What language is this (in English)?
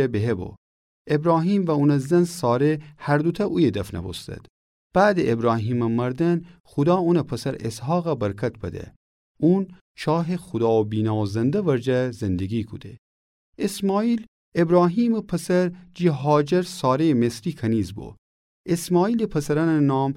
Gilaki